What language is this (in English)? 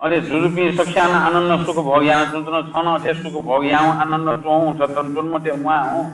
Newari